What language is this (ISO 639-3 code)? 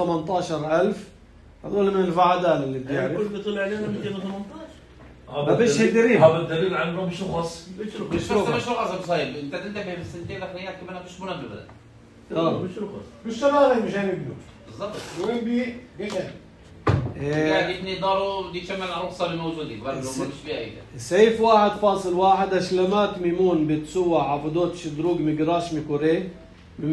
apc